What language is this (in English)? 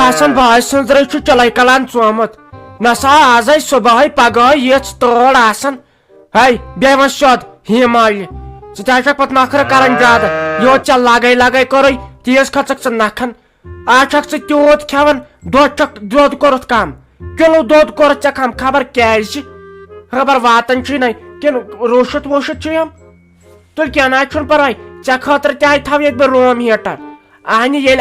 Kashmiri